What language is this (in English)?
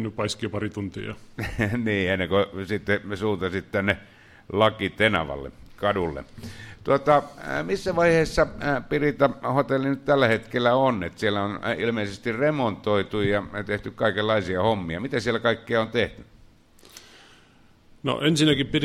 Finnish